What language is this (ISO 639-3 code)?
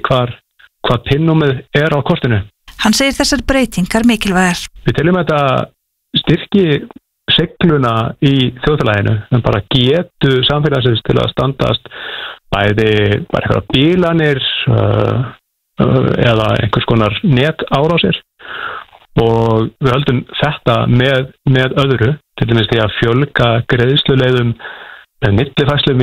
isl